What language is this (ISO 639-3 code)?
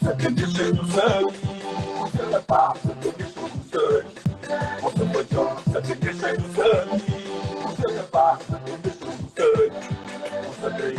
kea